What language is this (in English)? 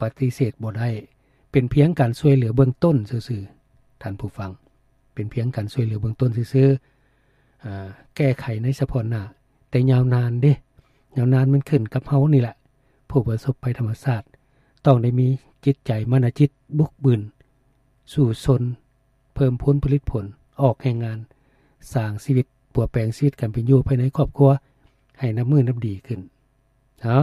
Lao